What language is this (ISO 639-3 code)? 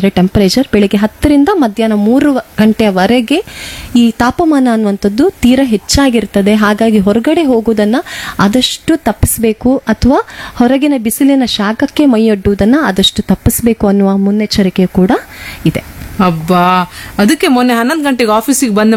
kan